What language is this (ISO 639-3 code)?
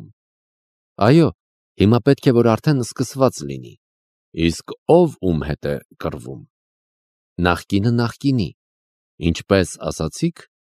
hye